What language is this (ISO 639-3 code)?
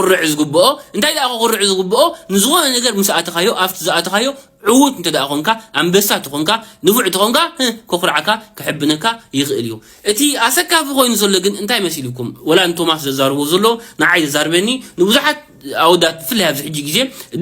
tir